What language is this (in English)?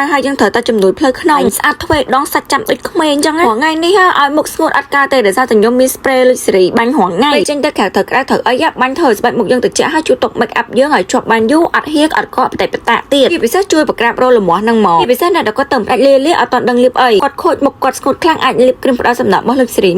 Khmer